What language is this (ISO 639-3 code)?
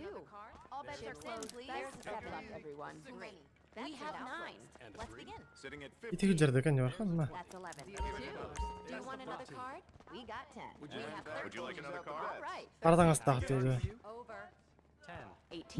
sah